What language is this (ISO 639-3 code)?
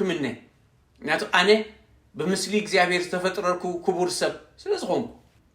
tir